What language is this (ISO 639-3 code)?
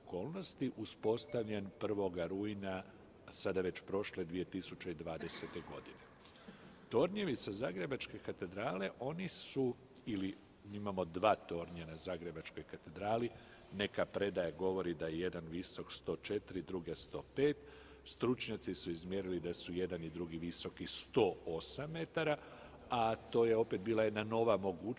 hrv